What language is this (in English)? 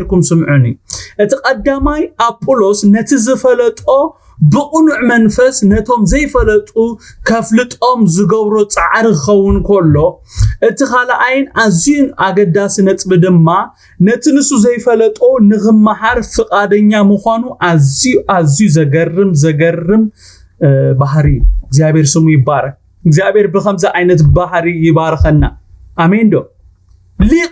Tigrinya